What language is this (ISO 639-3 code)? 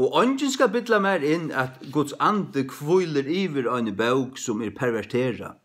fao